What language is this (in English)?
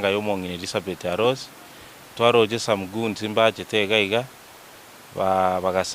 Gusii